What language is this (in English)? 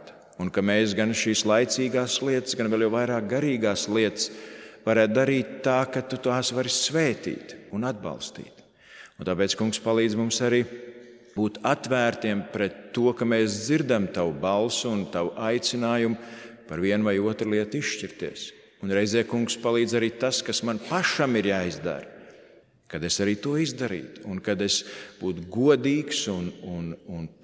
Latvian